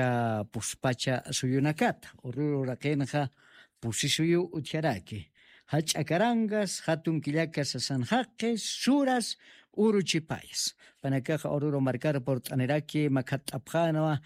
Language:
Aymara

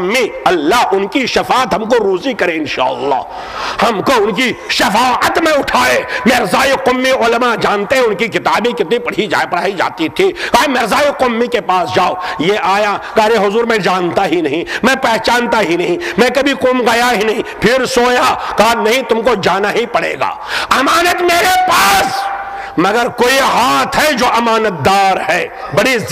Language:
Urdu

